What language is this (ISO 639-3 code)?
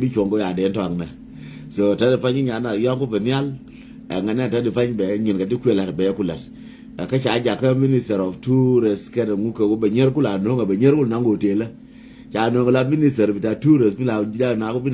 nus